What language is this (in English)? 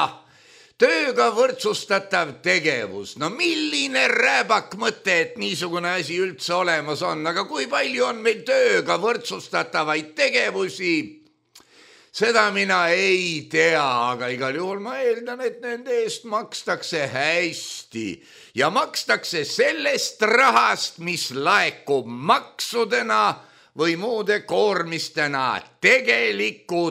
Estonian